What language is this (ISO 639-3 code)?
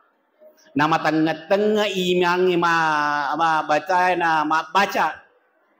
bug